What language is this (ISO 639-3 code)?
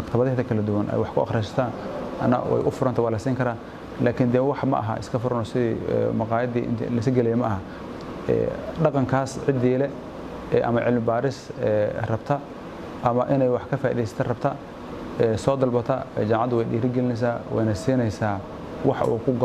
som